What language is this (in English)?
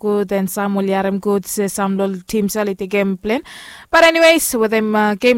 Bislama